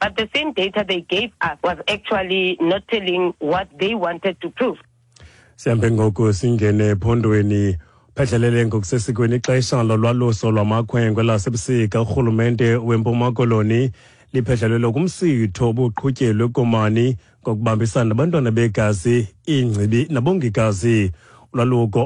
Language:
Xhosa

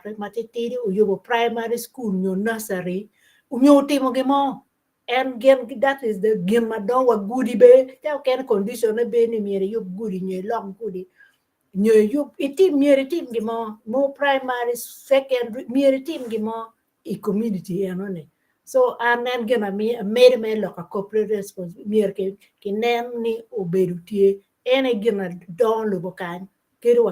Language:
Acoli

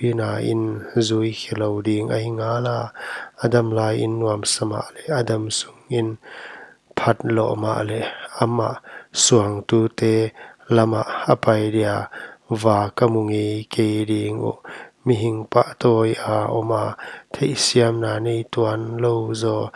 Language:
Paite Chin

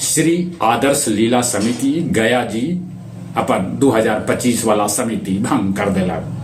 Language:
Magahi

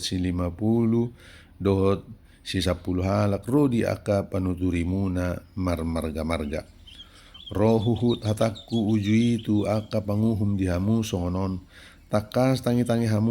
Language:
Batak Toba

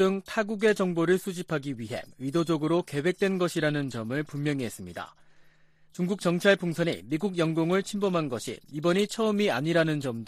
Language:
Korean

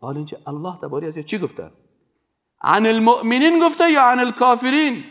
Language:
Persian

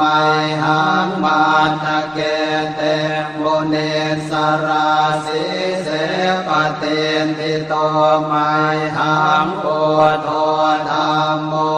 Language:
Pali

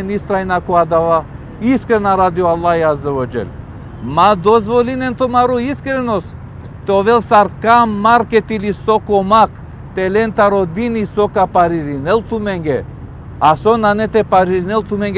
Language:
Balkan Romani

